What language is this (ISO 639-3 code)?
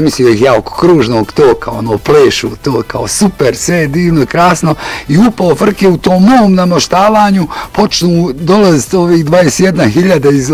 bos